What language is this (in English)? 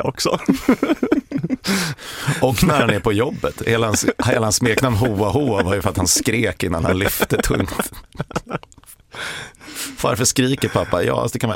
Swedish